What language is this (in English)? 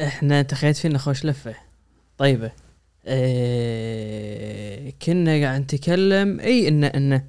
Gulf Arabic